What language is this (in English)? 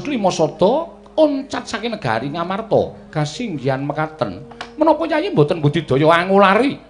Javanese